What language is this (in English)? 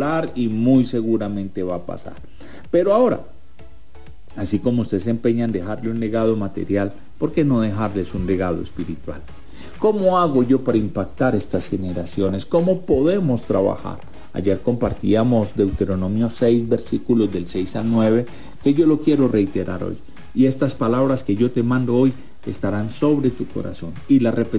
Spanish